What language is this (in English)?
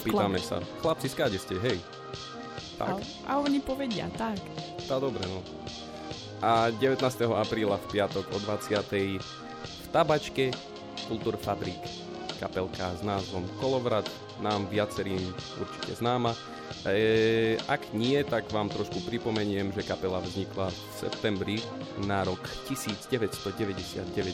Slovak